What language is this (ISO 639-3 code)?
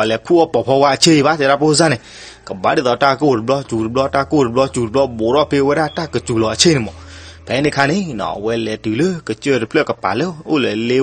ksw